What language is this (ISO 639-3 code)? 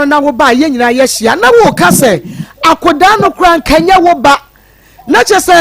aka